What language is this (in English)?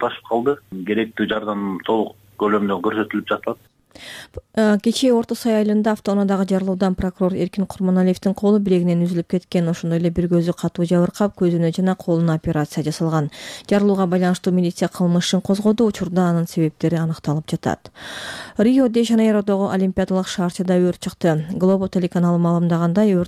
Kyrgyz